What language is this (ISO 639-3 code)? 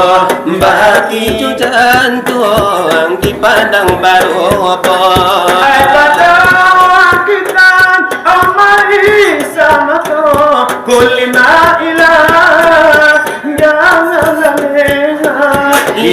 min